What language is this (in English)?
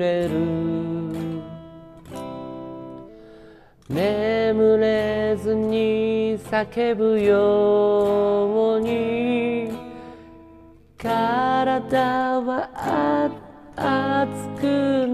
Japanese